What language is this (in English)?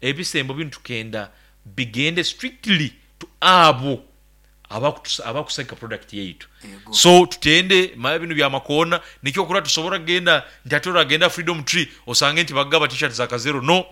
Nyoro